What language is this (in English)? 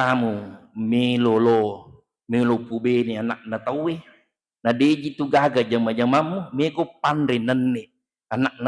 Buginese